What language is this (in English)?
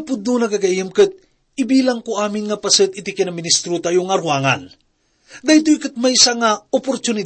Iloko